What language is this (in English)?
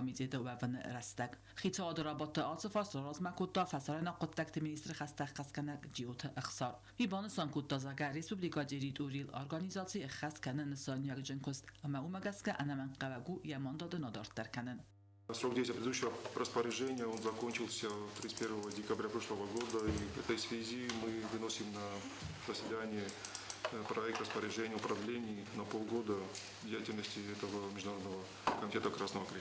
Ossetic